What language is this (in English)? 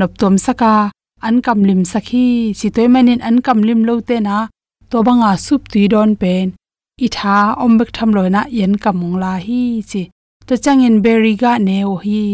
Tedim Chin